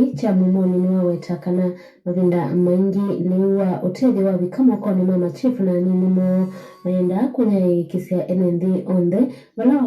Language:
Kamba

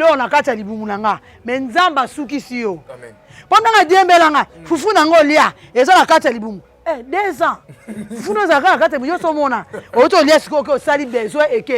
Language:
Lingala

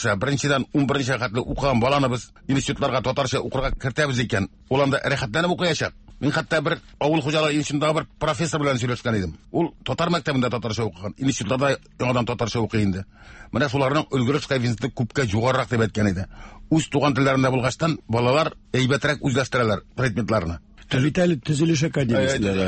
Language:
Tatar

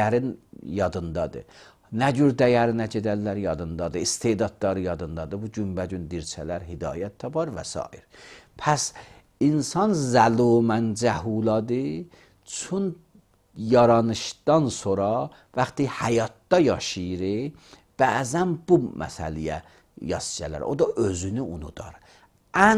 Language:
Azerbaijani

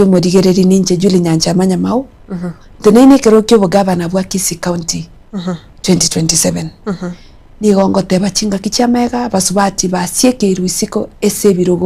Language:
Gusii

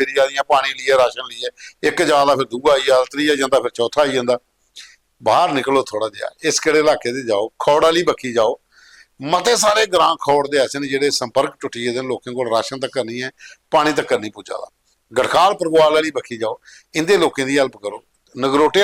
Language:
Dogri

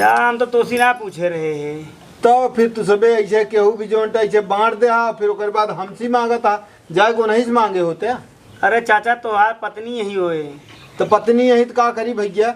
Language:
Awadhi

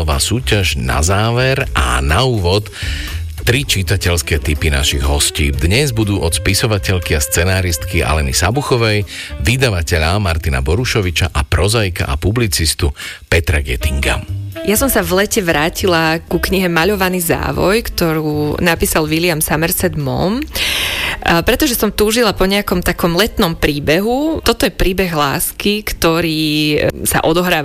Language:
Slovak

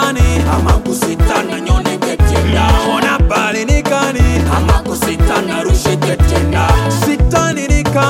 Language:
Swahili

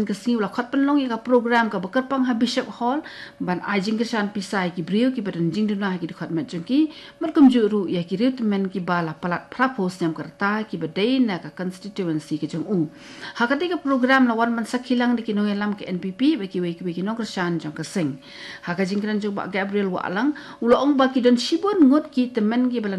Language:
Khasi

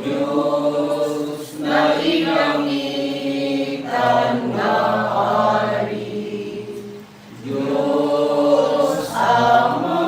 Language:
Iloko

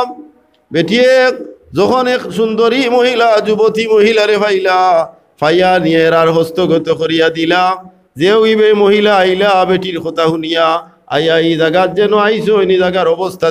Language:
Sylheti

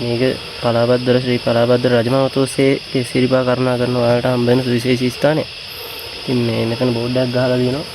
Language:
Sinhala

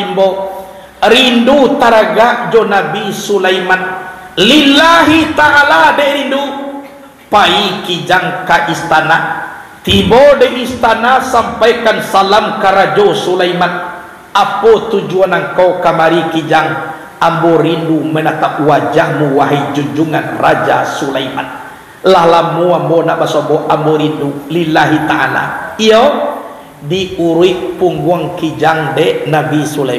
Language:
Minangkabau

